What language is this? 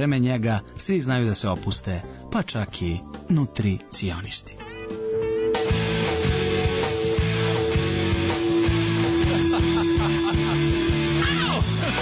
Serbian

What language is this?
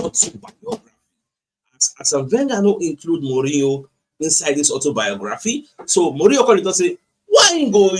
Nigerian Pidgin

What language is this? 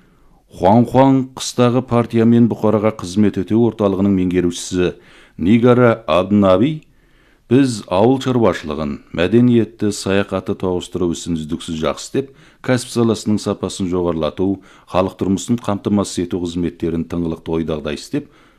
Kazakh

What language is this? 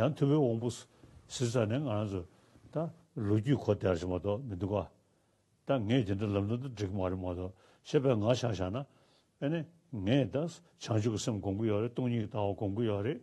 Tibetan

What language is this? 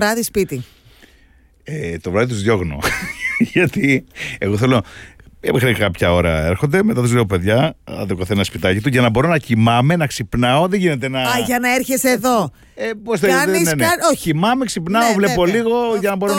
Greek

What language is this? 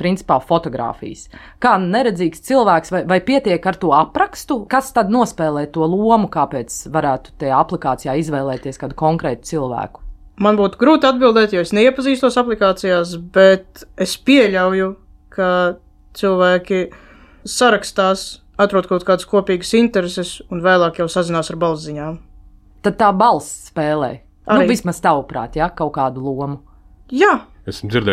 Latvian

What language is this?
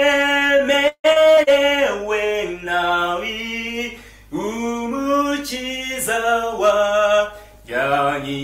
Kinyarwanda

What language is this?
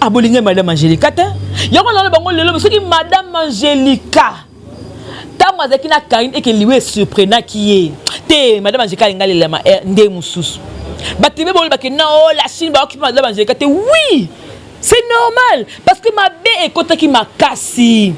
Lingala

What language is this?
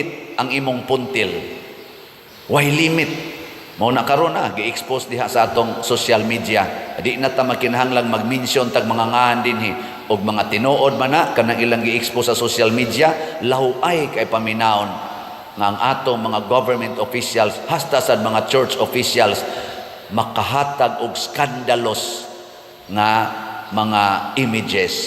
Cebuano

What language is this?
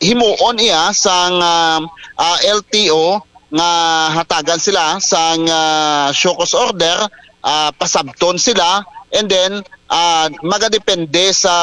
Hiligaynon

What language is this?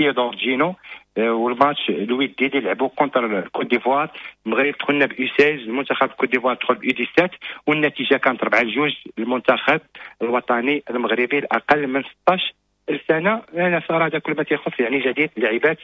Moroccan Arabic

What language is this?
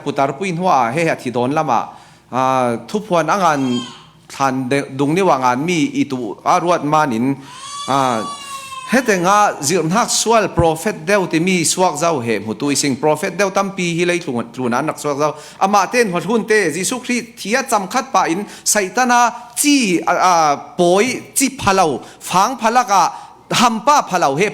Falam Chin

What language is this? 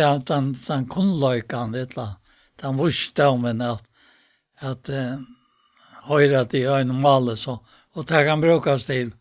Faroese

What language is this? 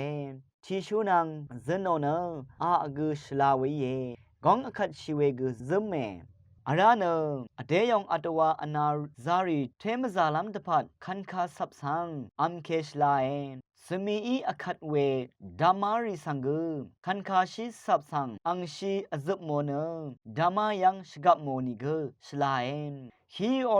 Rawang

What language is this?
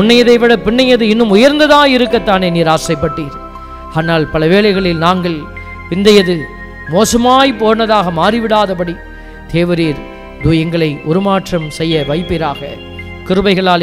Tamil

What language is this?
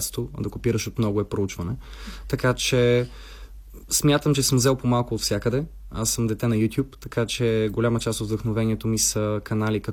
Bulgarian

